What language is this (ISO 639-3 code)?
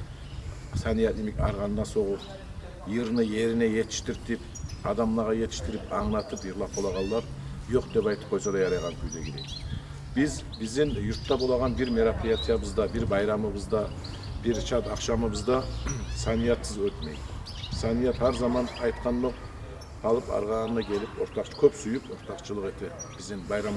kum